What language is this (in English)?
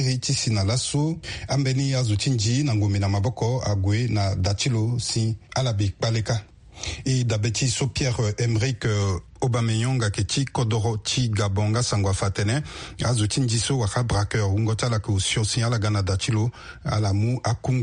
Sango